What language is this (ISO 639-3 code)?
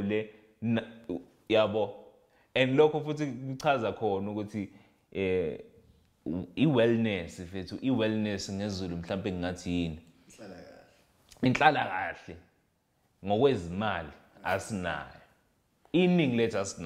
zul